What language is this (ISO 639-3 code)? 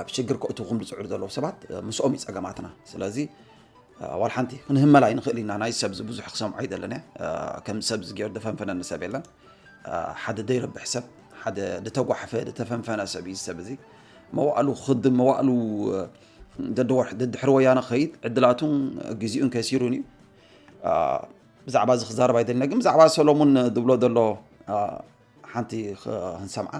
tir